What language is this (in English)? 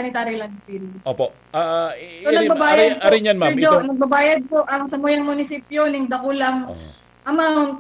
Bikol